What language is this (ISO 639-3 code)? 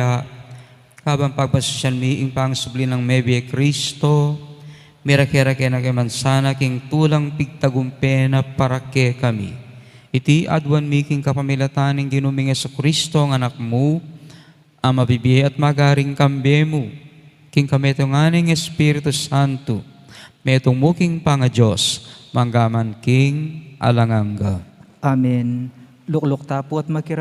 pam